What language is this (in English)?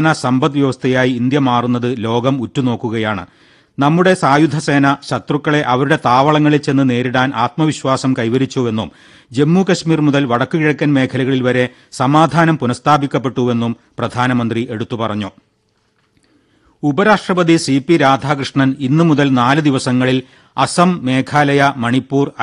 Malayalam